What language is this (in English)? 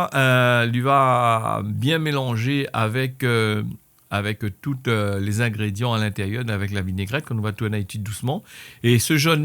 Réunion Creole French